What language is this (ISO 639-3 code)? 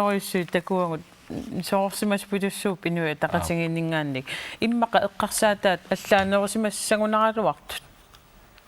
kal